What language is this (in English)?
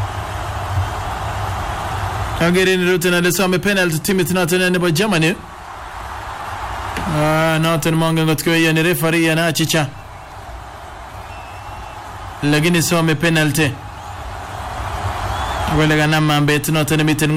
Swahili